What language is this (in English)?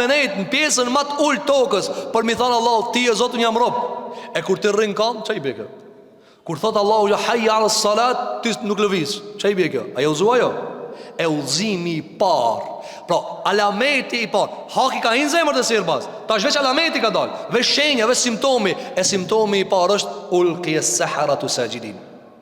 Albanian